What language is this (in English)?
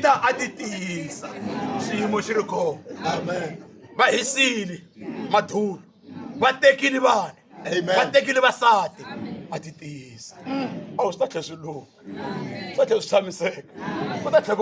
Tsonga